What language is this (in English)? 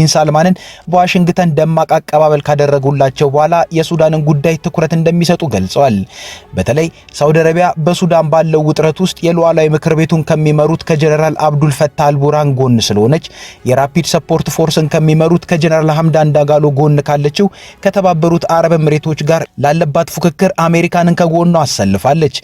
Amharic